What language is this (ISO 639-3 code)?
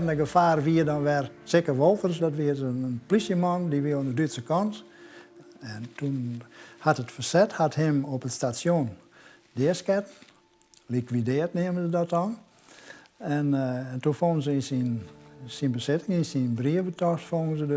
fry